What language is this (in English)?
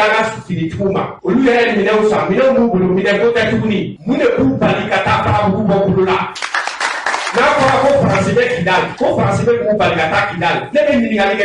Bambara